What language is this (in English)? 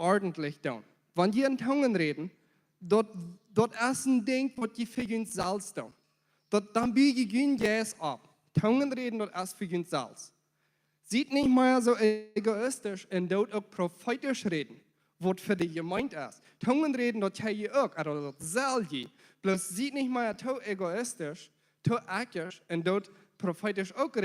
Plautdietsch